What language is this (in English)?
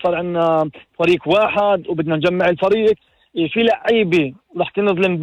North Levantine Arabic